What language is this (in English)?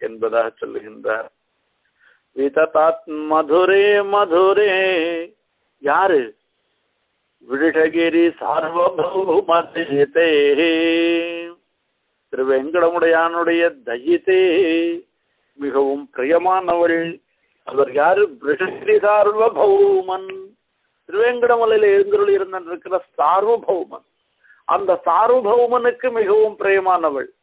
Tamil